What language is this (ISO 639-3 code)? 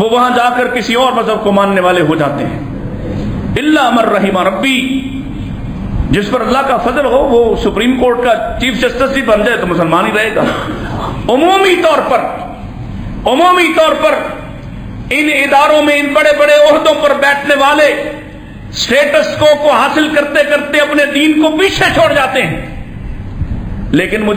urd